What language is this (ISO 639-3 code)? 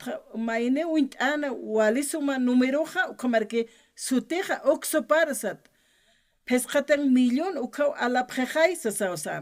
aym